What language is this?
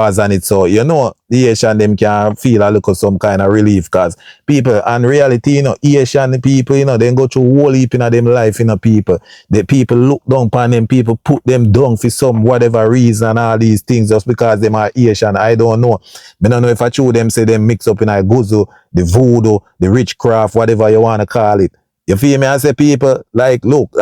Jamaican Creole English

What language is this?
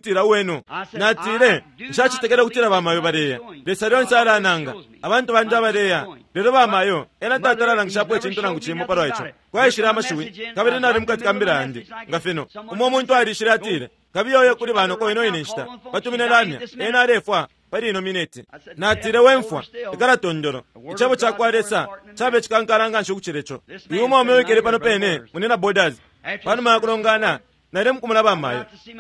Bemba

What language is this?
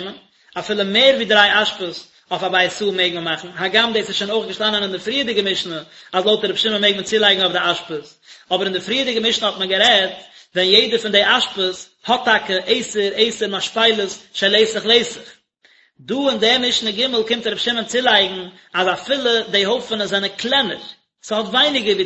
Yiddish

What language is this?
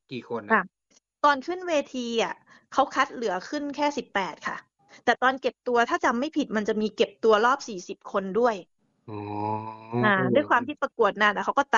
Thai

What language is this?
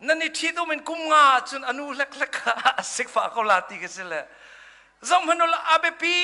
Hakha Chin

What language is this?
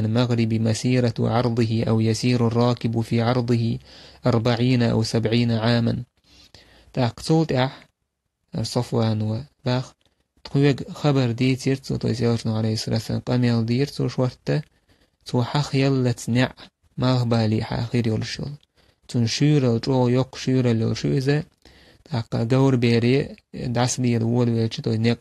Chechen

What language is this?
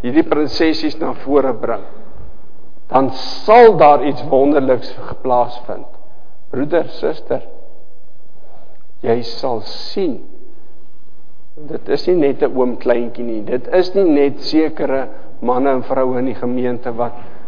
Afrikaans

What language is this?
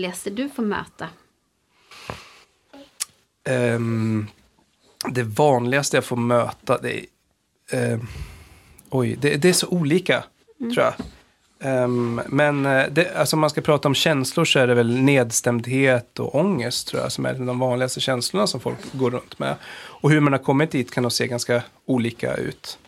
Swedish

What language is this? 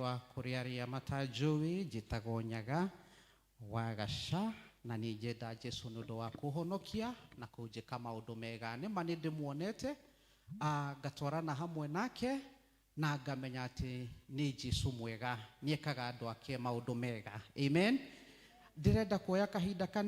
Kikuyu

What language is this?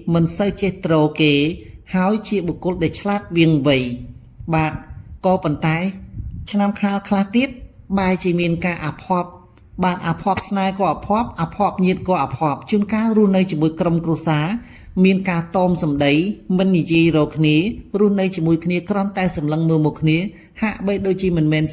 Khmer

